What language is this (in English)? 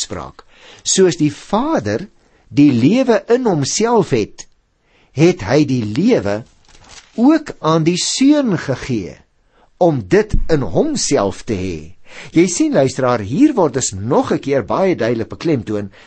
Afrikaans